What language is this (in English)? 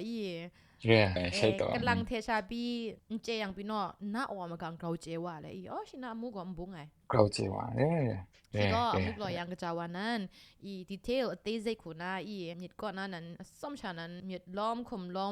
Kachin